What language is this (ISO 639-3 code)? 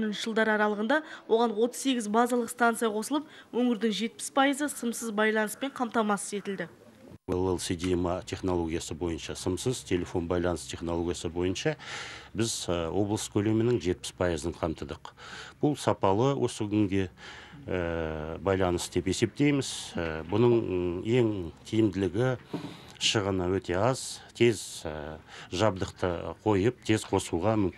kaz